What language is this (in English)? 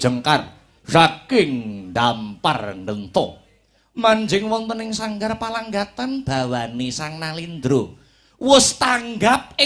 Javanese